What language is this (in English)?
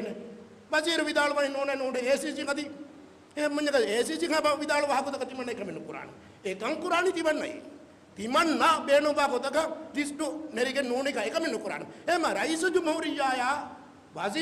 Divehi